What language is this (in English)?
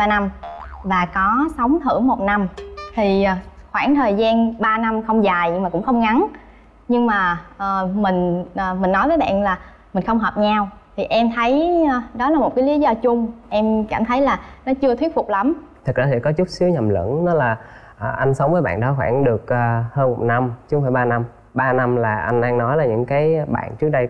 Vietnamese